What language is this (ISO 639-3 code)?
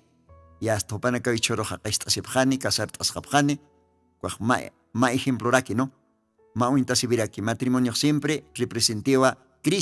aym